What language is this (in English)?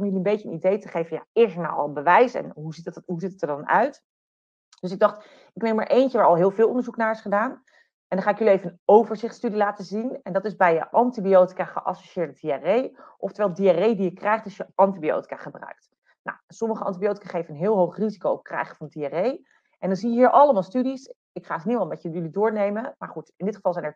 Dutch